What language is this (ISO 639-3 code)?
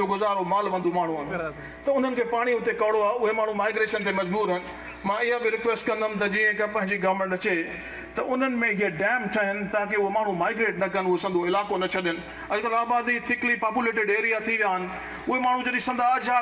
snd